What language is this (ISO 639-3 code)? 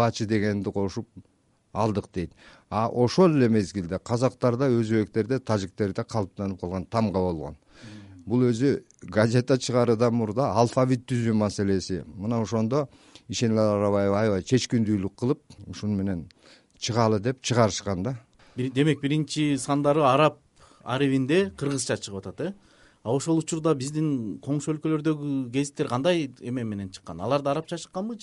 kir